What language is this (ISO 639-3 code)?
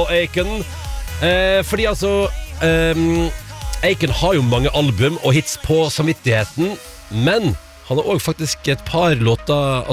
nor